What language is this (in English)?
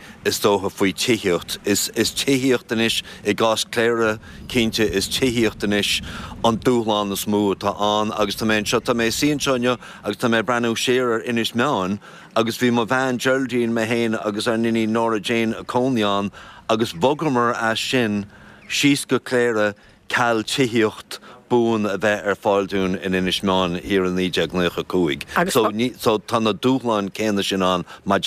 Irish